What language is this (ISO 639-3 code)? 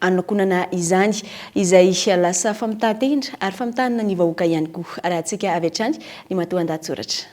mlg